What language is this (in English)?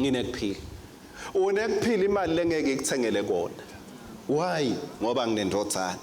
Swati